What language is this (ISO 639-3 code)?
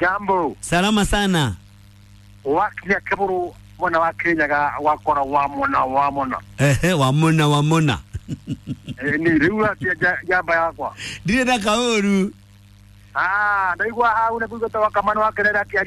kik